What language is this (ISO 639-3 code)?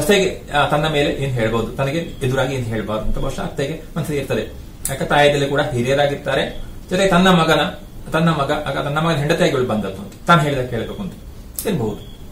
kan